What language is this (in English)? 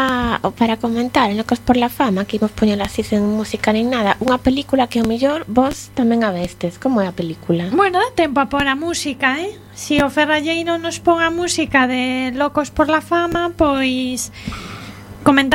Galician